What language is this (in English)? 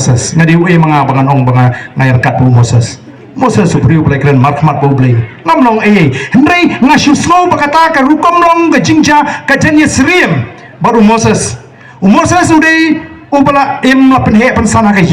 Khasi